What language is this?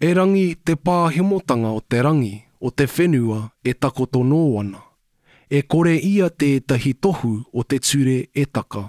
Māori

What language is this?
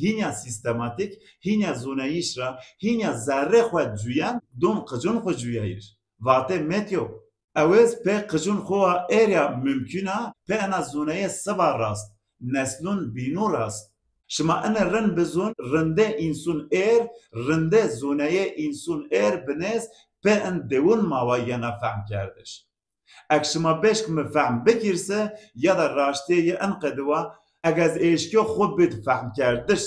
Zaza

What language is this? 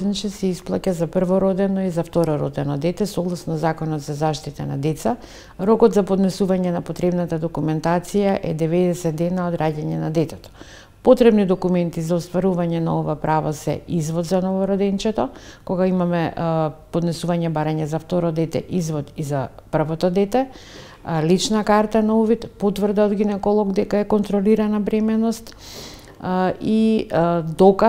Macedonian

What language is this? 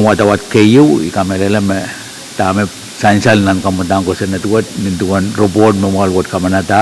Pohnpeian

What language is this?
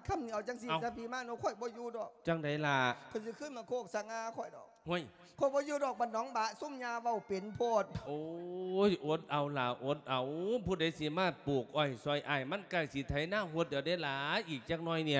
Lao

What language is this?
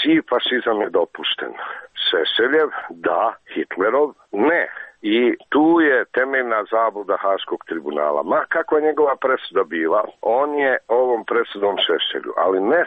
Serbian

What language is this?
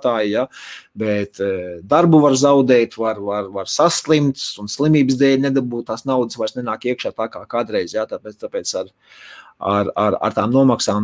Latvian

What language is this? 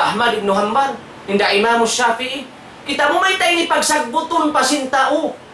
Tausug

